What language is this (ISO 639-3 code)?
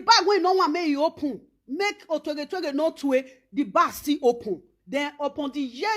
pcm